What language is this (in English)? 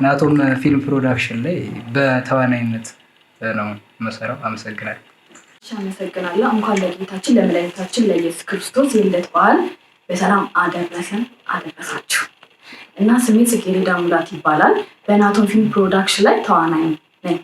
Amharic